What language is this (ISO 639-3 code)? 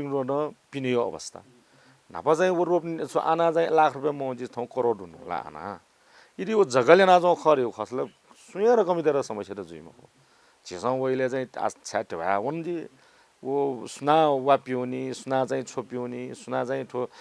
new